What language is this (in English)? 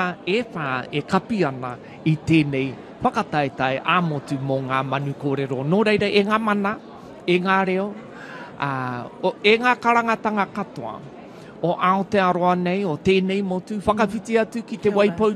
Māori